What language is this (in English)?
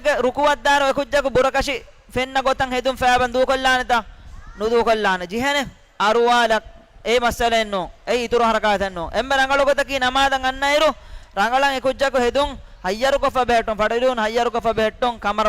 Divehi